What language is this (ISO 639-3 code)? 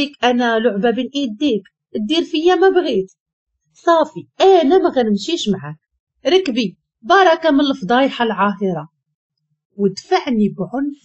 ary